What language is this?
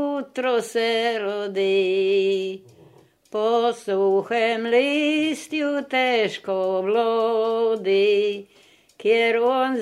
Slovenian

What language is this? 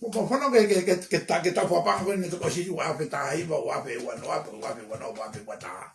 Tongan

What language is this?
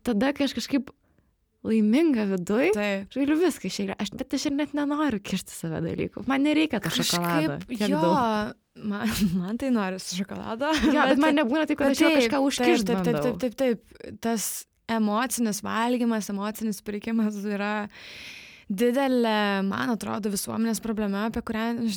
Lithuanian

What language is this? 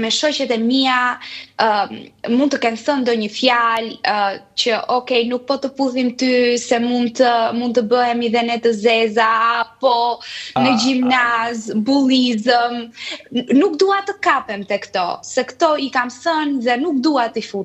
Albanian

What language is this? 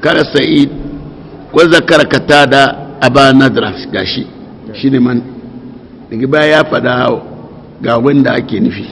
Hausa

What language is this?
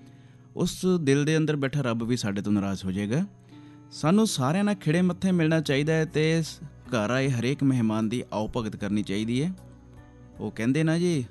Punjabi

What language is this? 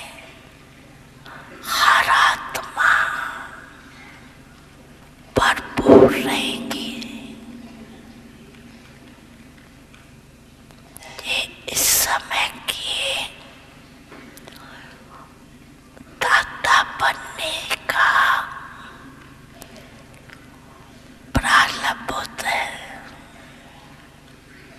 Hindi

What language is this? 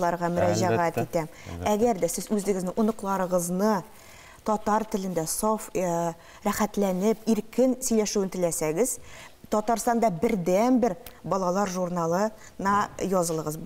Tatar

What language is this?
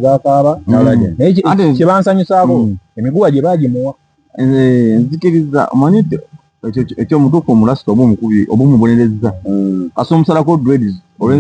Ganda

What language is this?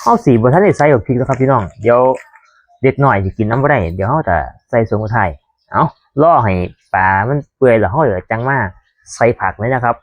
Northeastern Thai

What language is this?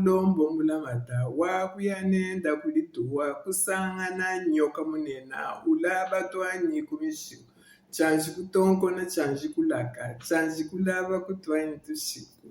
Luba-Lulua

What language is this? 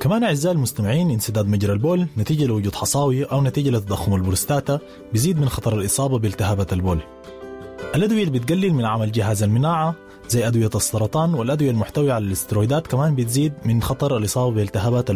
Sudanese Arabic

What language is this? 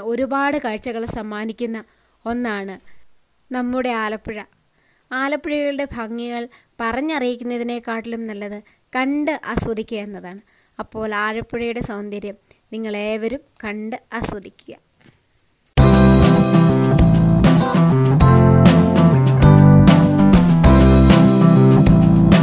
Malayalam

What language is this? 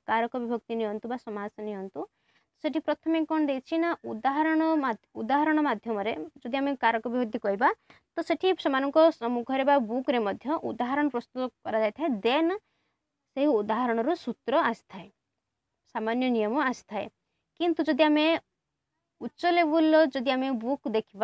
Odia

